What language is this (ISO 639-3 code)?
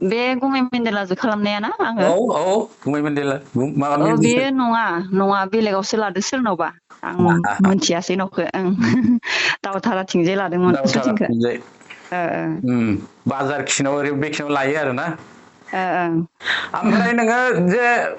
brx